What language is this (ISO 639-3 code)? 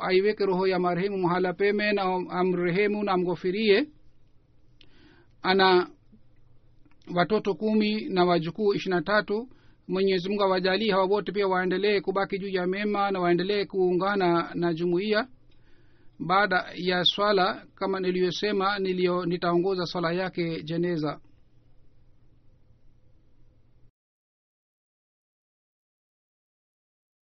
swa